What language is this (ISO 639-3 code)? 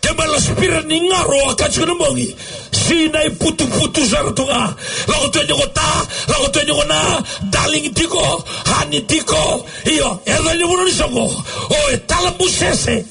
fij